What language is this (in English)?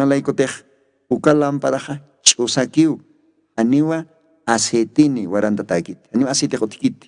Aymara